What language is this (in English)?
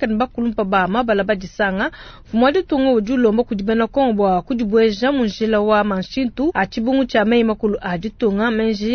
Luba-Lulua